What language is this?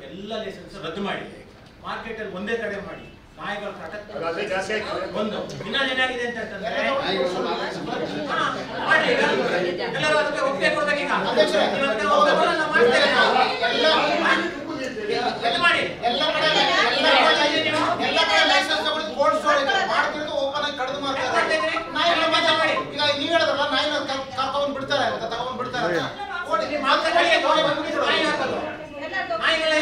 Kannada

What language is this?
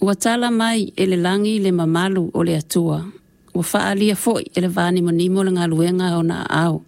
Samoan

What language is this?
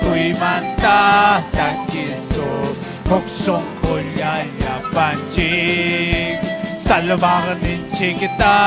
Ayacucho Quechua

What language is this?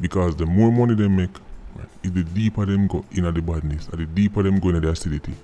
Jamaican Creole English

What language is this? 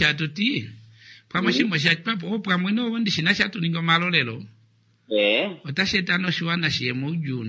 Kuanyama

